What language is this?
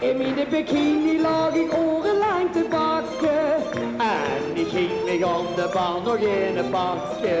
Limburgish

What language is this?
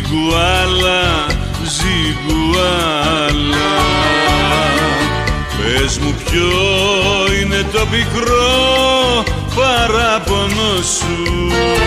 Greek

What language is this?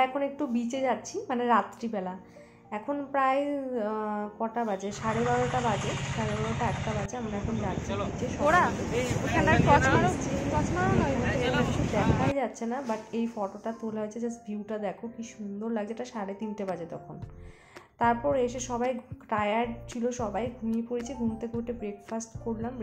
Bangla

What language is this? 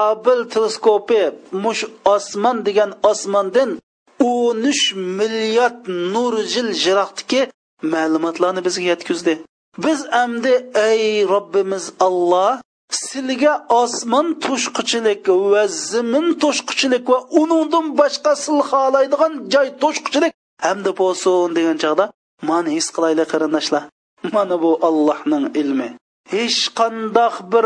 Uyghur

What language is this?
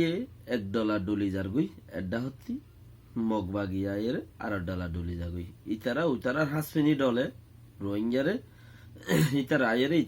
Rohingya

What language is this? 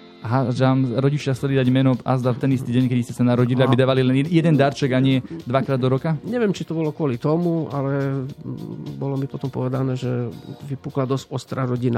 Slovak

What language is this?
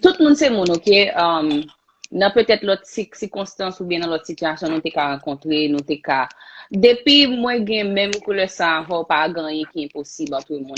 Haitian Creole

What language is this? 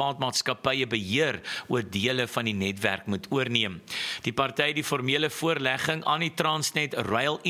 Afrikaans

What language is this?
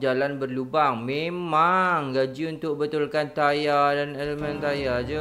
Malay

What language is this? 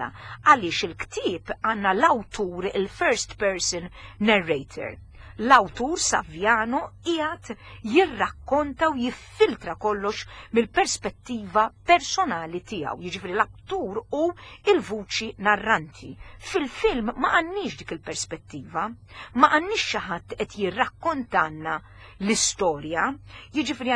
Maltese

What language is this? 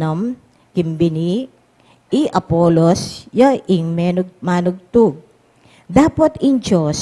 Pampanga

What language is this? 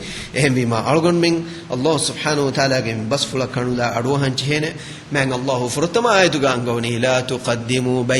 Divehi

